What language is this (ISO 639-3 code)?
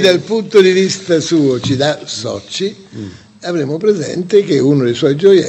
ita